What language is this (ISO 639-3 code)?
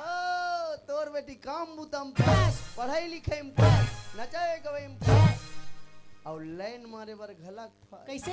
hne